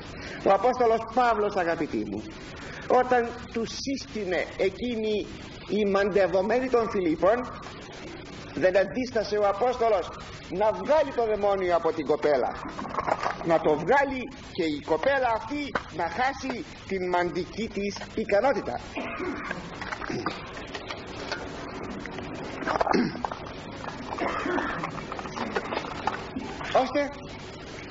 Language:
Greek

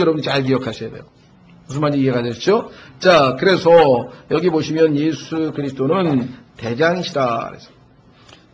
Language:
Korean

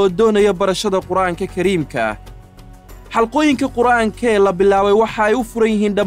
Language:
Somali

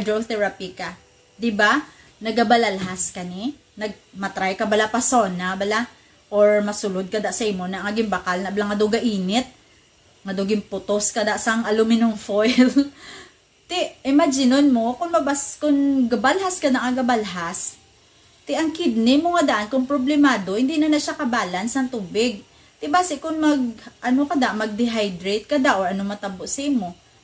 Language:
Hiligaynon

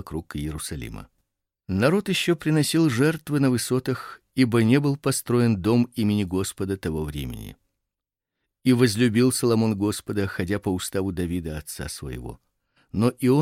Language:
Russian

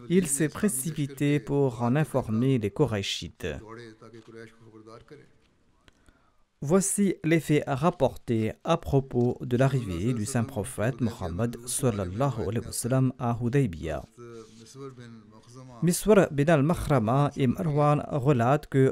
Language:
French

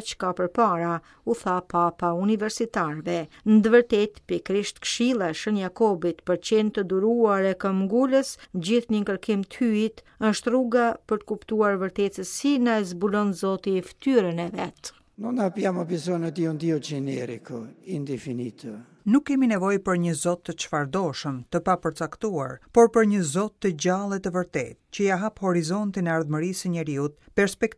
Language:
Albanian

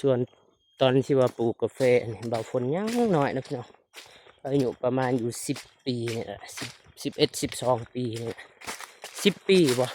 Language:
Lao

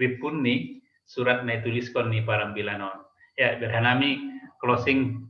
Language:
Batak Simalungun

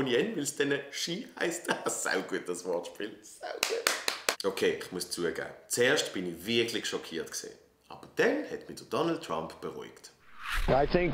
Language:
Swiss German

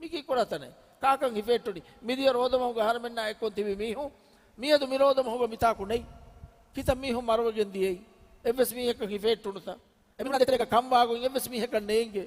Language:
Divehi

